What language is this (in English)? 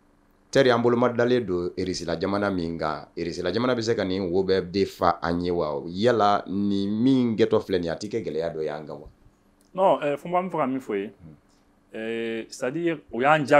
Bambara